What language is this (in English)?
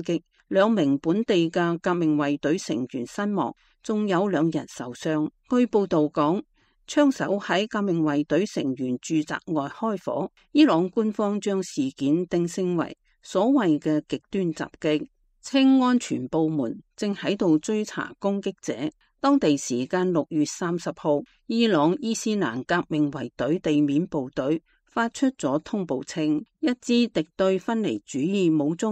Cantonese